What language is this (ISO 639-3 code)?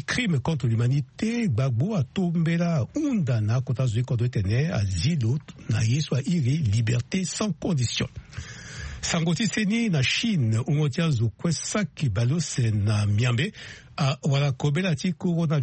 sag